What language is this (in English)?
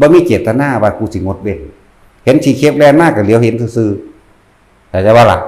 Northeastern Thai